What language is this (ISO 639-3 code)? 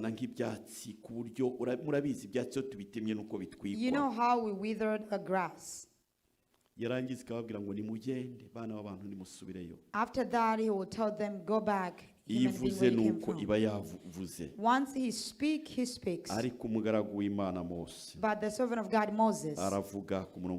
kin